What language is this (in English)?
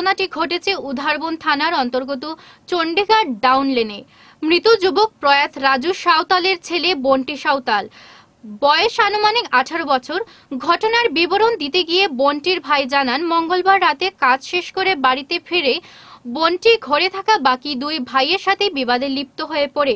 Bangla